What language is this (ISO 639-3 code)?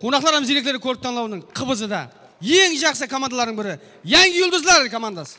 kaa